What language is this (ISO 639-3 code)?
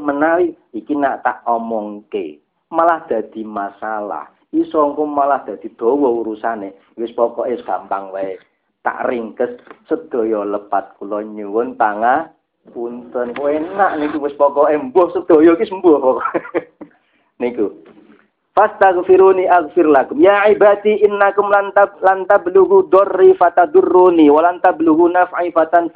jav